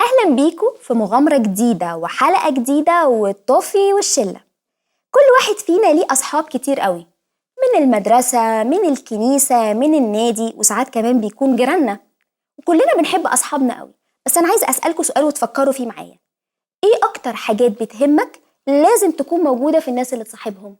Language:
Egyptian Arabic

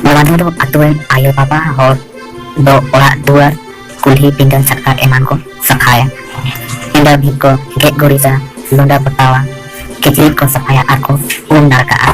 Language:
Santali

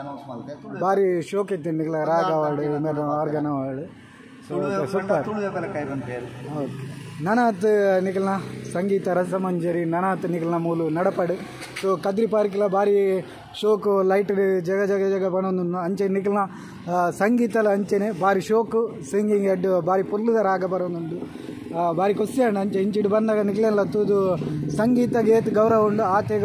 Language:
Tulu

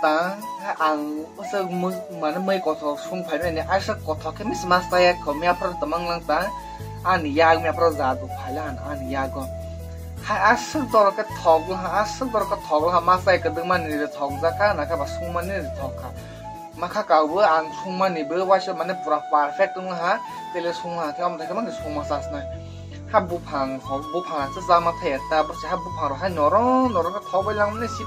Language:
Kok Borok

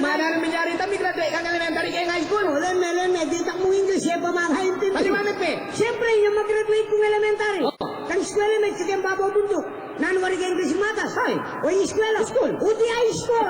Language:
Pampanga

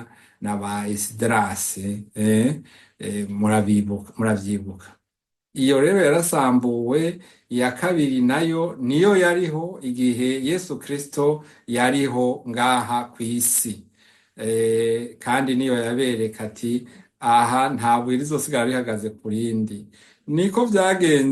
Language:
Rundi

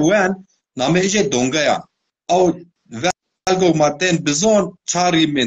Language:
Zaza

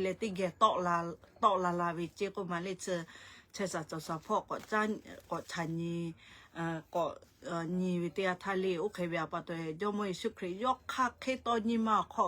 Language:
Lahu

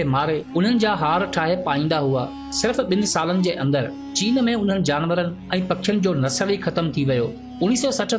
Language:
Sindhi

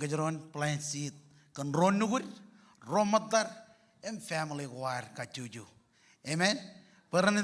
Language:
Marshallese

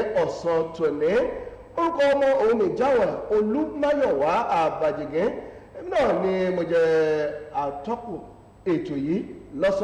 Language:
Yoruba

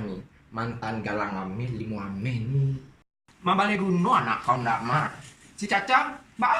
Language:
Minangkabau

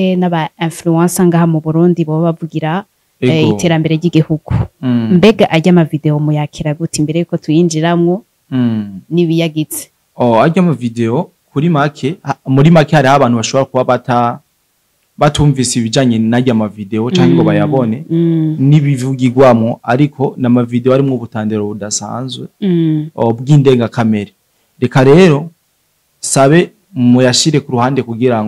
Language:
Rundi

